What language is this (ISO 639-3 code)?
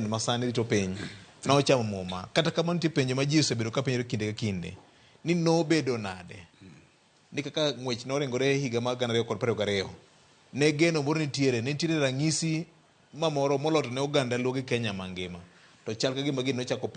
luo